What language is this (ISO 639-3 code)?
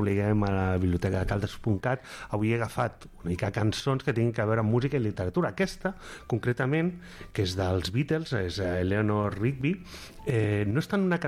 cat